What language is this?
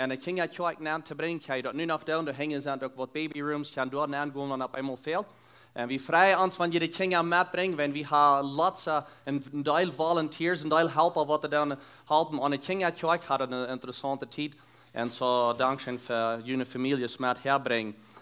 Plautdietsch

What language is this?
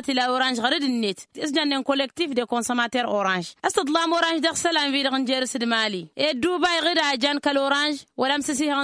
Tamasheq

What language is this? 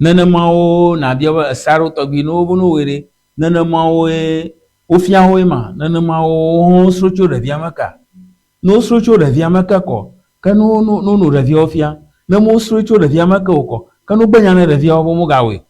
Ewe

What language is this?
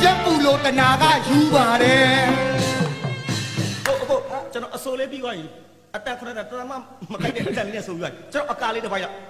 Burmese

